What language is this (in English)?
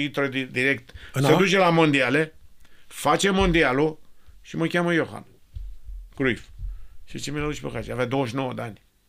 Romanian